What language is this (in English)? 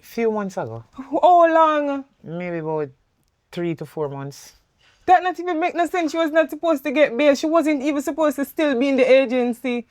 Jamaican Creole English